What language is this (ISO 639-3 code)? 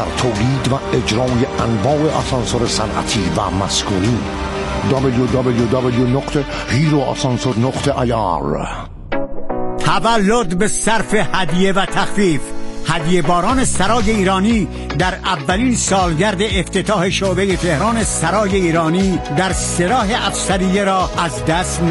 fas